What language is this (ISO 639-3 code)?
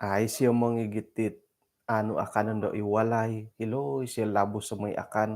dtp